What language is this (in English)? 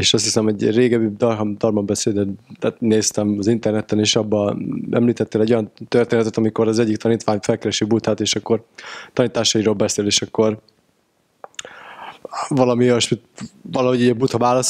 Hungarian